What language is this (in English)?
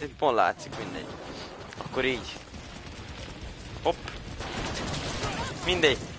Hungarian